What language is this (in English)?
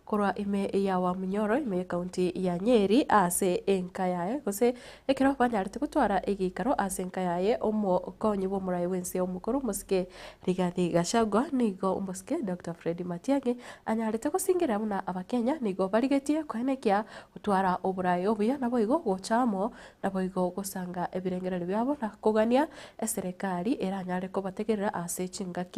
Gusii